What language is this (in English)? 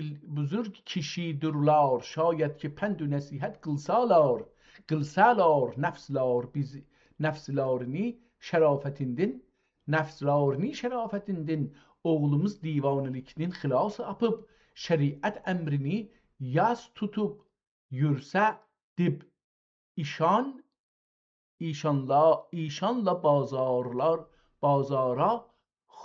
South Azerbaijani